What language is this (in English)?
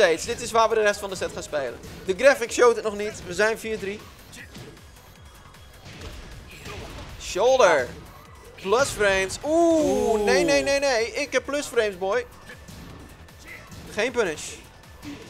Dutch